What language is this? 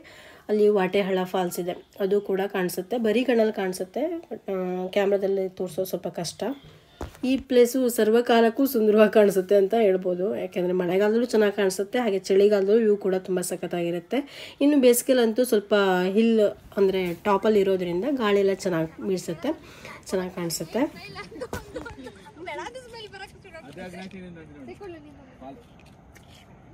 Kannada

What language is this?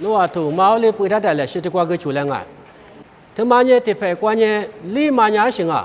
Lisu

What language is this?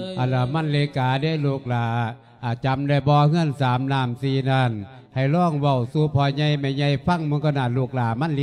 Lao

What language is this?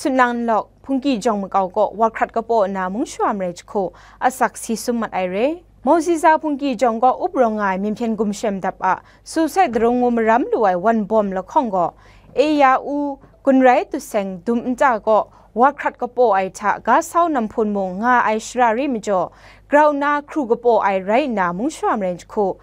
Kachin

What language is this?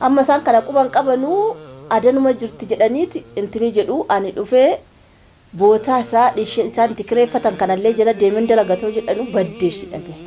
Oromo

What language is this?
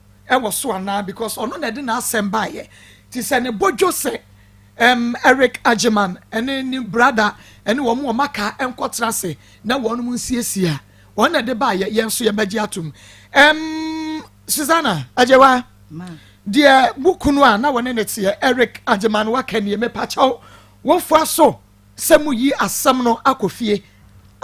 Akan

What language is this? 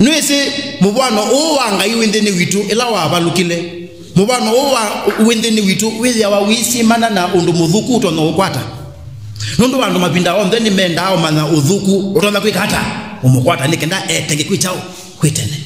Kamba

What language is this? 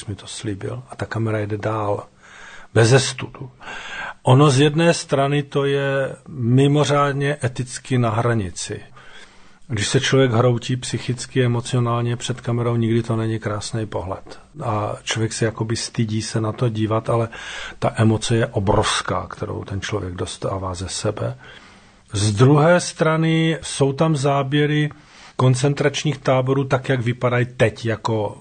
Czech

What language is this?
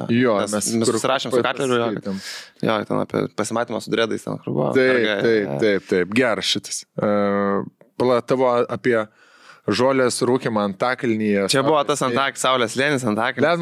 Lithuanian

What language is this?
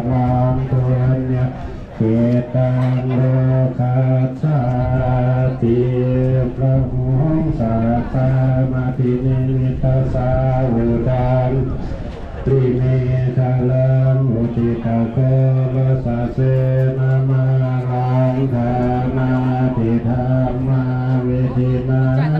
Pali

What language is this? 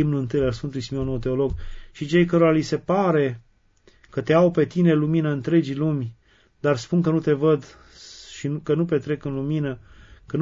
Romanian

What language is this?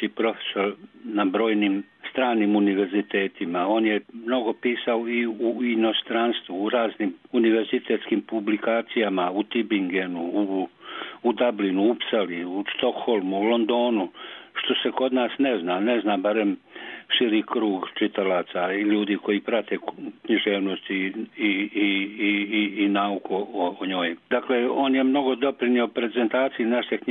Serbian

